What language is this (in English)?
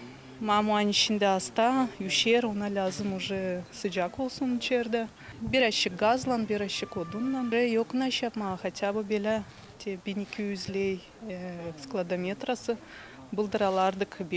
Gagauz